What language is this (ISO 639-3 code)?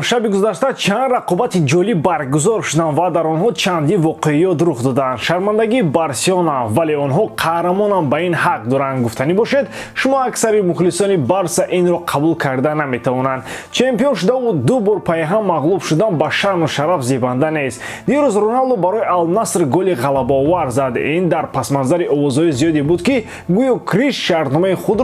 tgk